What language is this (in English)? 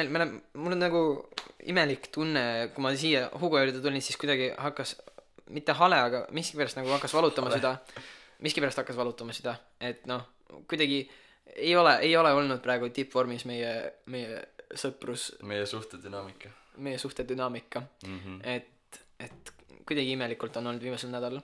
Estonian